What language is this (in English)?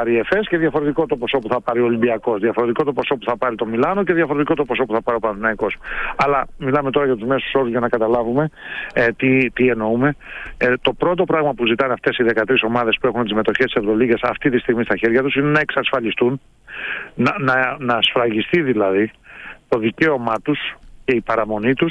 Greek